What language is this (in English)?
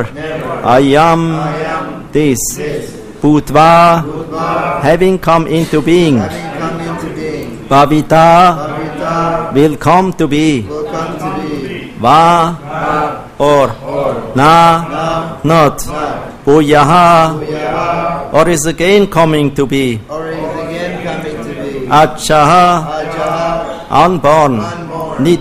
English